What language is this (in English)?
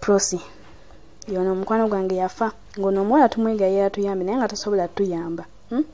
Ganda